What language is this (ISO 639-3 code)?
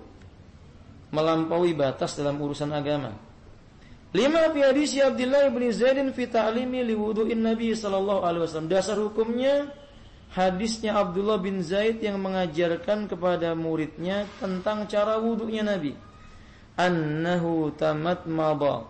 ind